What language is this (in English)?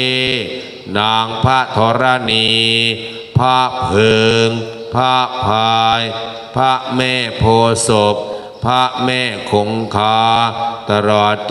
Thai